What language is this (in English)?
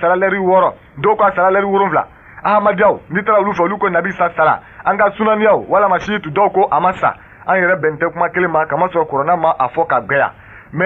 Bambara